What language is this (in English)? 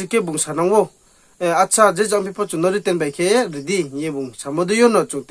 Riang (India)